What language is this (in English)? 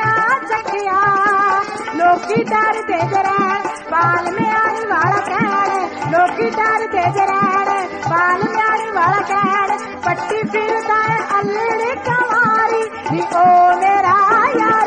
Punjabi